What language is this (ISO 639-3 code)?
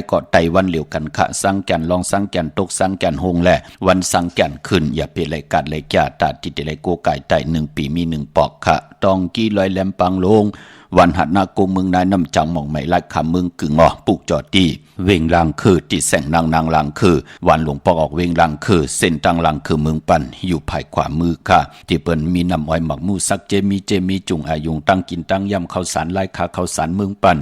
shn